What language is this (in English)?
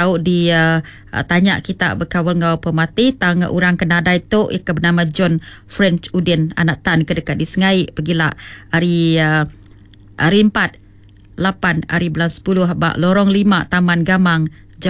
Iban